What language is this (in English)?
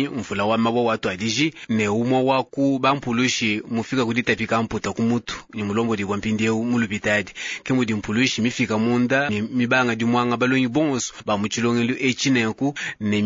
Luba-Lulua